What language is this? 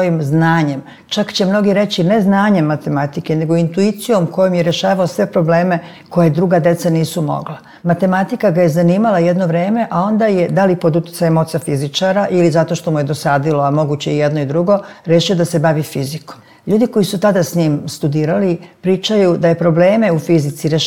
Serbian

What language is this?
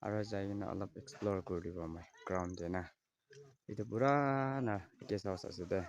Naga Pidgin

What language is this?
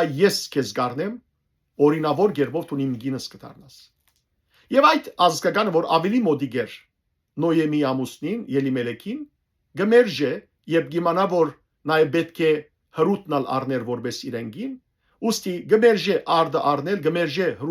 Western Armenian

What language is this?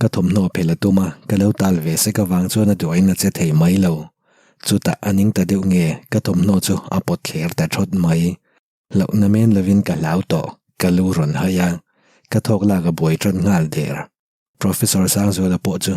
Mizo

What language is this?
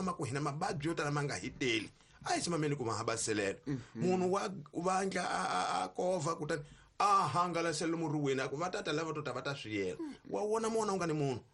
Tsonga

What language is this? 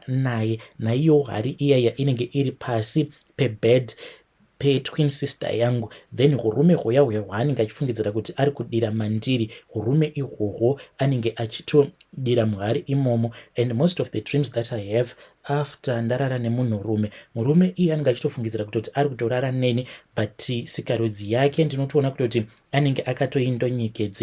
Shona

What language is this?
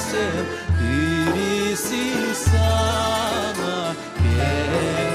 Crimean Tatar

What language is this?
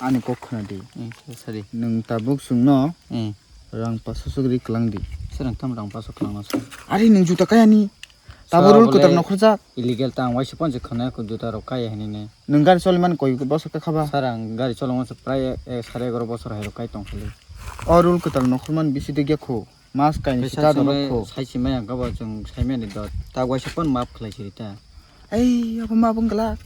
Kok Borok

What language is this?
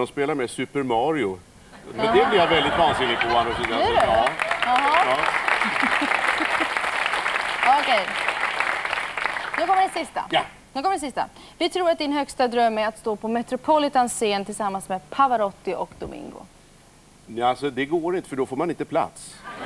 Swedish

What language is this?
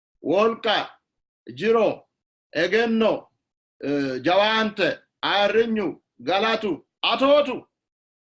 Sidamo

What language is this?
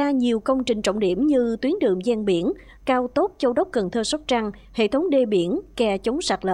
Vietnamese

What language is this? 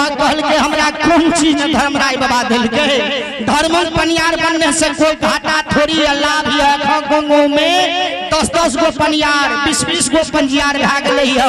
Maithili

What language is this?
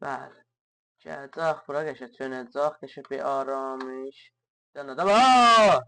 South Azerbaijani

